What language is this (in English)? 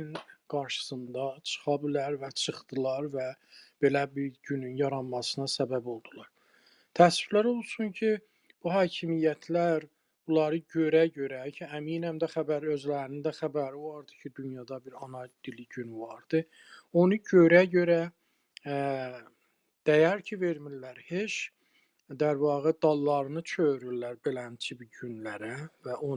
South Azerbaijani